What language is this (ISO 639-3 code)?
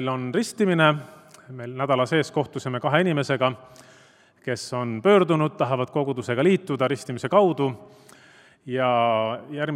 est